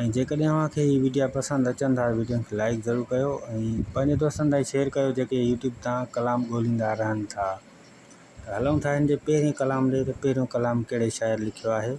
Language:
Sindhi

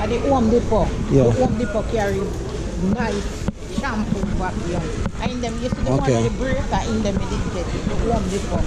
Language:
Jamaican Creole English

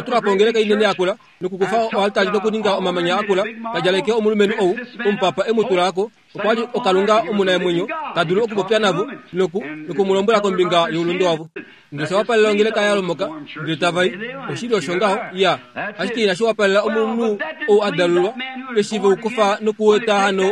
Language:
Kuanyama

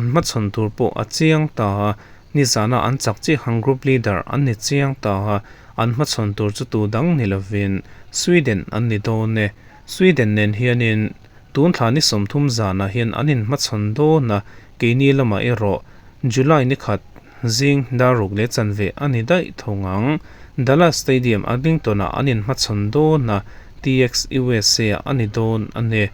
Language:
Mizo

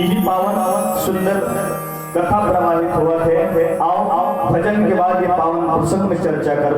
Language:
Chhattisgarhi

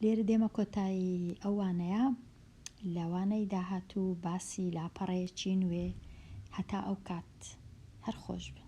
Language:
Central Kurdish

